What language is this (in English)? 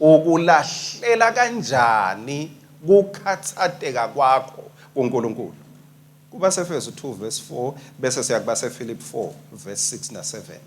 Swati